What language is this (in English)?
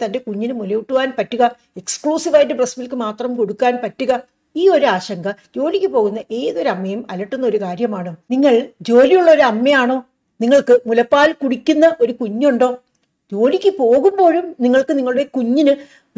Malayalam